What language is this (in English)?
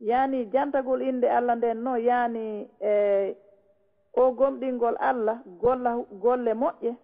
Fula